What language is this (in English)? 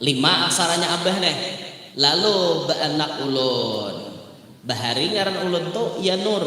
Banjar